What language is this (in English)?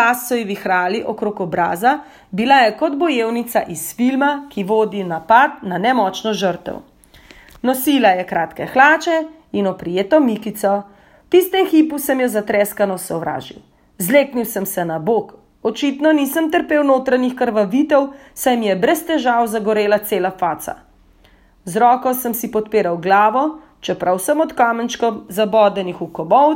Slovenian